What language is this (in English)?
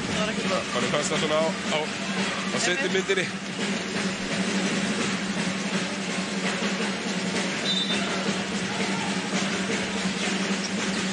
Icelandic